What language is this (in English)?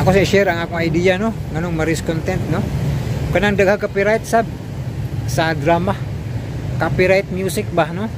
Cebuano